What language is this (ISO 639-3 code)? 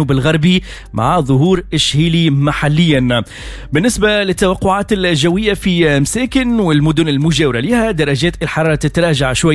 aeb